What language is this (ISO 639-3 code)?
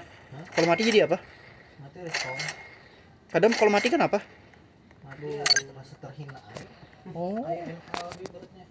bjn